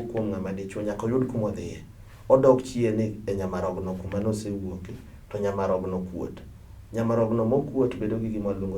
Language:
Luo (Kenya and Tanzania)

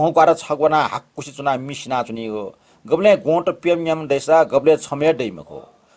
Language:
Newari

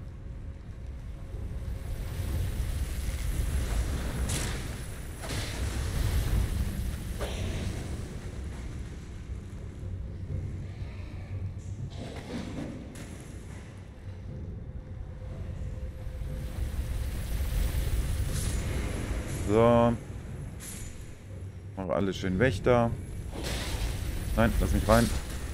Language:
German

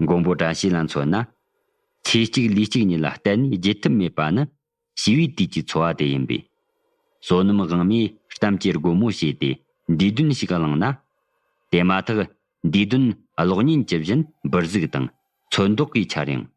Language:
Tibetan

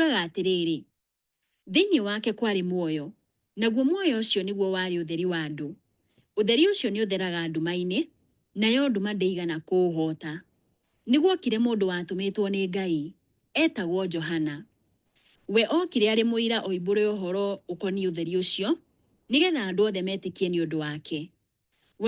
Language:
Kikuyu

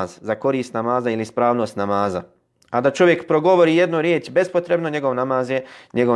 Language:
Bosnian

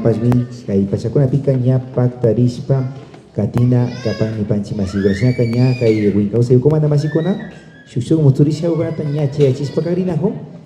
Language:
Imbabura Highland Quichua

